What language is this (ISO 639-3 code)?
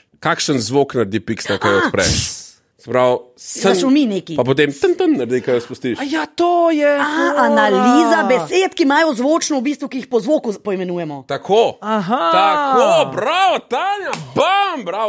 slv